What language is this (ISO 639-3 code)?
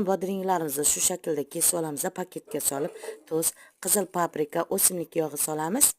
uzb